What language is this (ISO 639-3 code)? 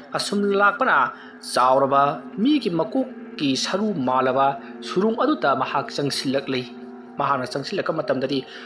mni